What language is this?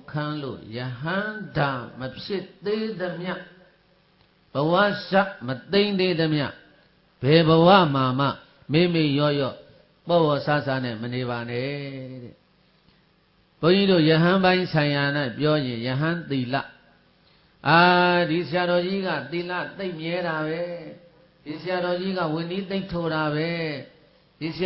Burmese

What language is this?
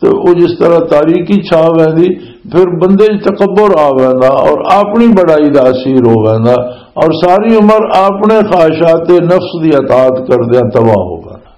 Western Panjabi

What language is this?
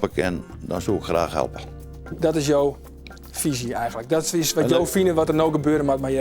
Western Frisian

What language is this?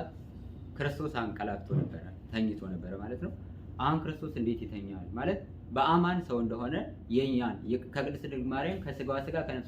Amharic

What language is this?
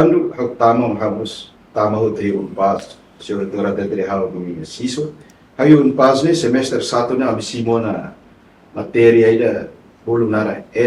Tetum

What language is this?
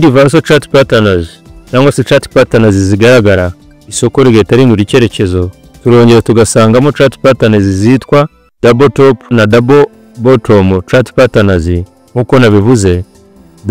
Kinyarwanda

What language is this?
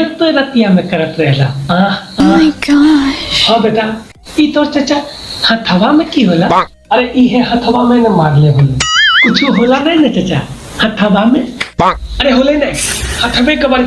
Magahi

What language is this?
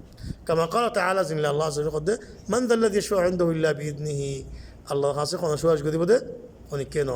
Rohingya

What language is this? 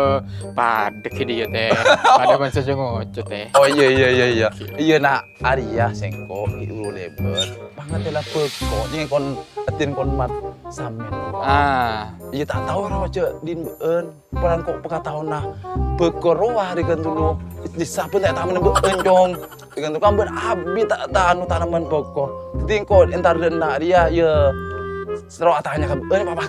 Madurese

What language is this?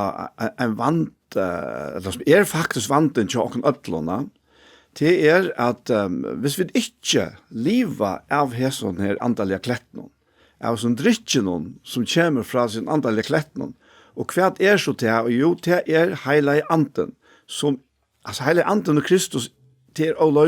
Faroese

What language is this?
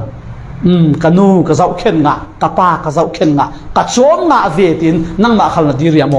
Falam Chin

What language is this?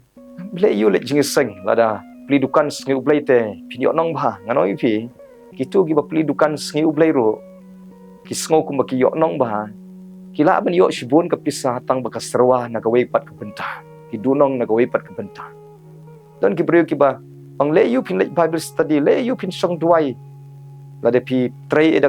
Khasi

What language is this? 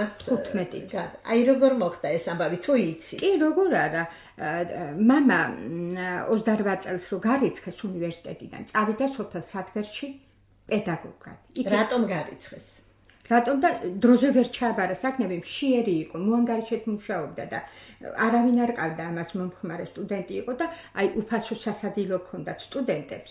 Georgian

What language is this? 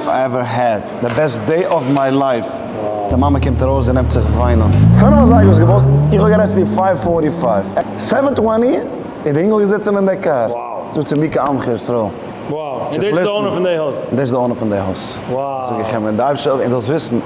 Yiddish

